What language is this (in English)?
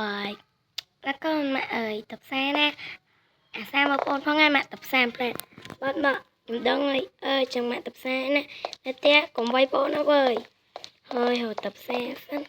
Khmer